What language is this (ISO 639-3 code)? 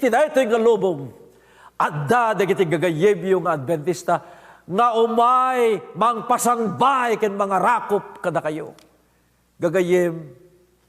ilo